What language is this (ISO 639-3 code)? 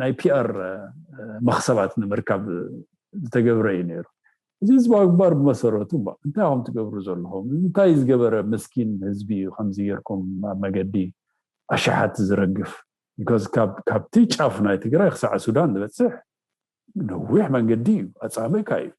tir